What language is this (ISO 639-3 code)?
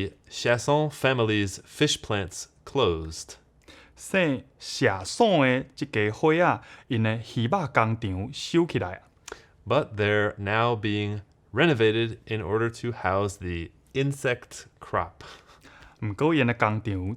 nan